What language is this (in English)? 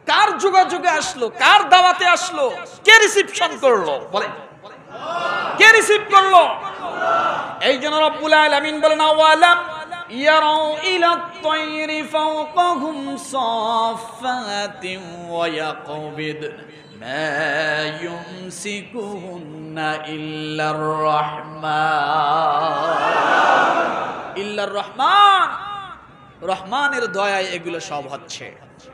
Bangla